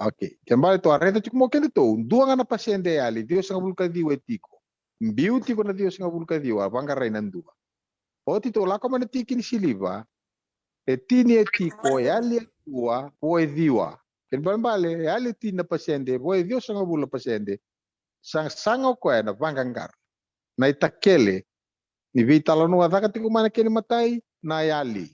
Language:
Fijian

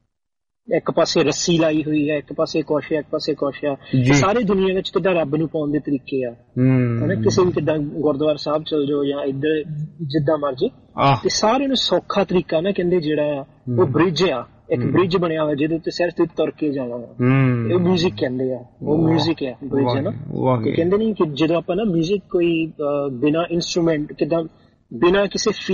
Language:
Punjabi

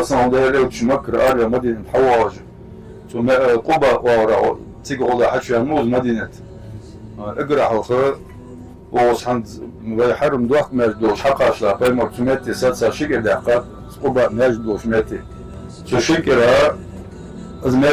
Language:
Ingush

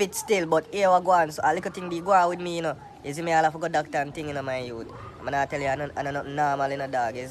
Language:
Jamaican Creole English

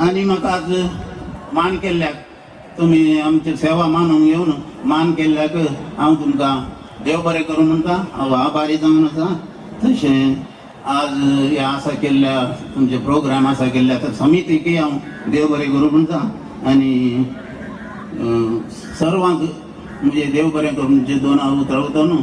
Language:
Konkani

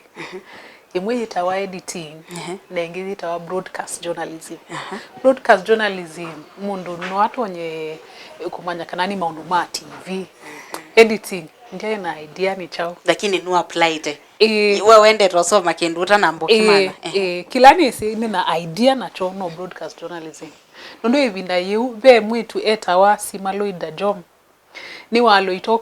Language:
Kamba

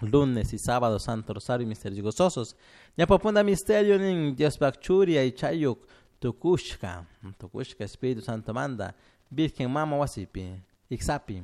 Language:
Chimborazo Highland Quichua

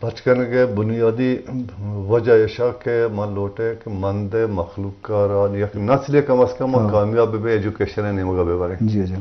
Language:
Eastern Balochi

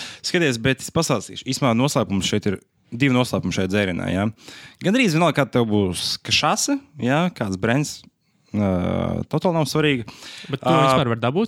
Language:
Latvian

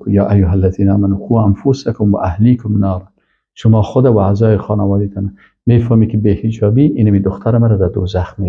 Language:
Persian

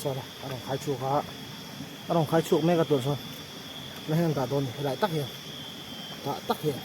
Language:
Mizo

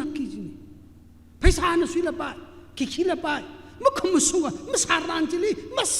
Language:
Tangkhul Naga (India)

